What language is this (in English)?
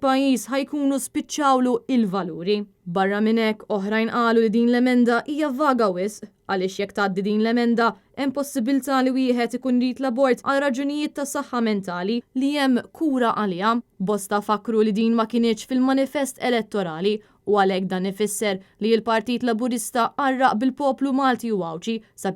Maltese